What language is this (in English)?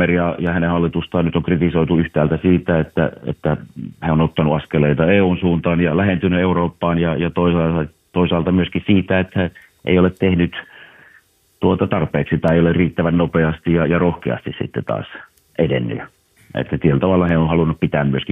Finnish